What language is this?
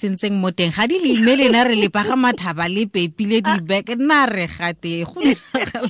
Tswana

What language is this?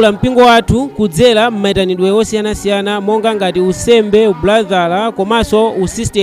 Nyanja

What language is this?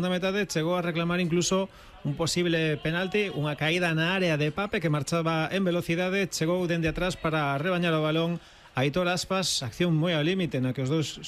Galician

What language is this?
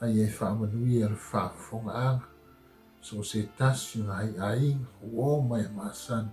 Samoan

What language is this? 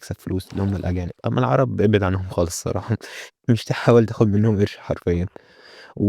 Egyptian Arabic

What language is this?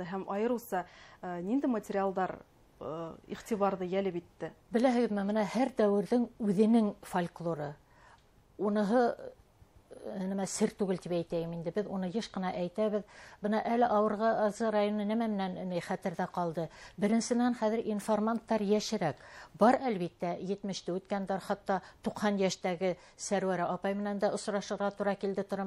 Bashkir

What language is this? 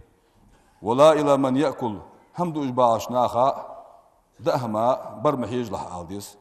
Ingush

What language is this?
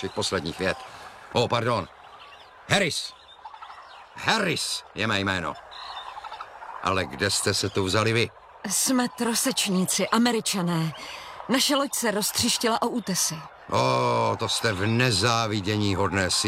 Czech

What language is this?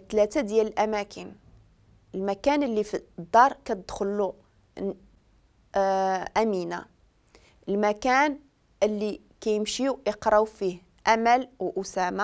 Moroccan Arabic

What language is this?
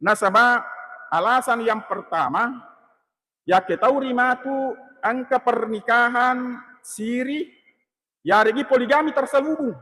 Buginese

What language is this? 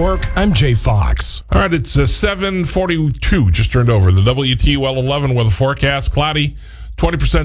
English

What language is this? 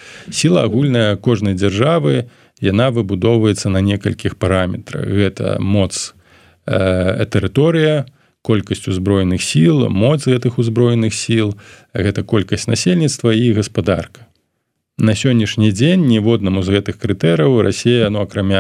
Belarusian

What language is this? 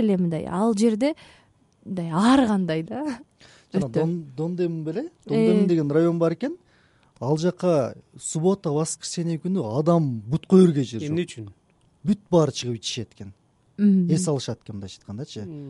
Kyrgyz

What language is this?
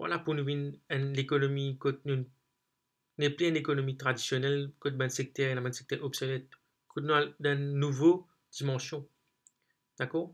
Morisyen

